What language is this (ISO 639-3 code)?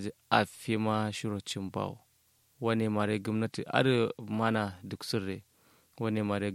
kau